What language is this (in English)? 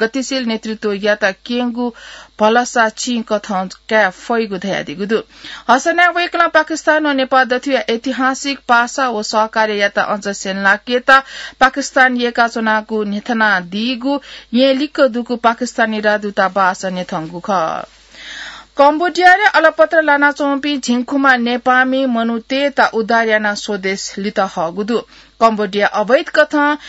Newari